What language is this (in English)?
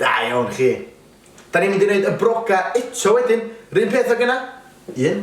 Welsh